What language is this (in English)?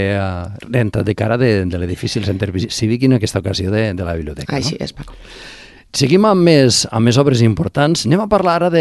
Catalan